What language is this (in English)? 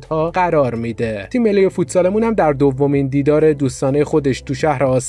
Persian